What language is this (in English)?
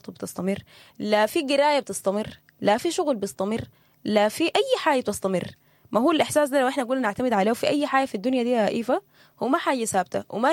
Sudanese Arabic